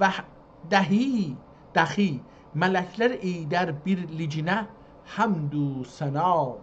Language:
South Azerbaijani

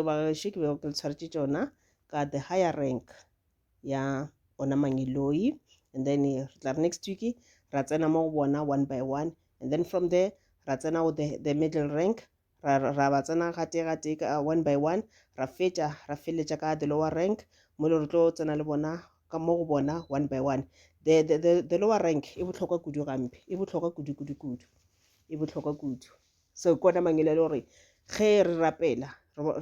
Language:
Northern Sotho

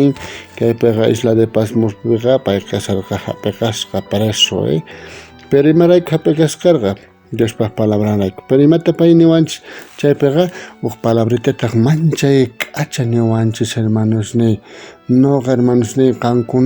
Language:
South Bolivian Quechua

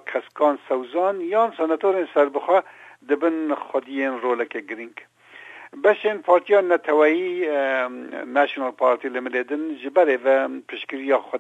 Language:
Kurdish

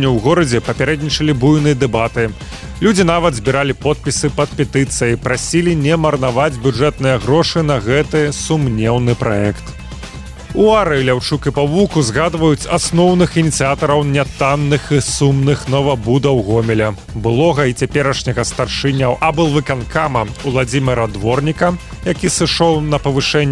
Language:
Belarusian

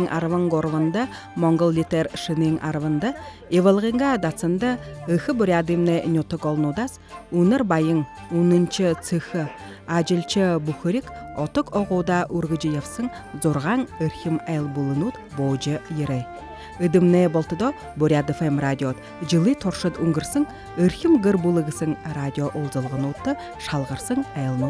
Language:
Buriat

